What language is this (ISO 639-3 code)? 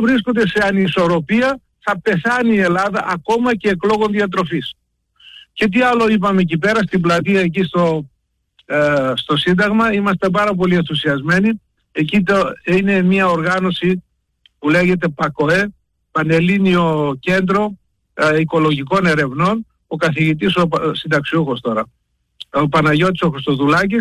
ell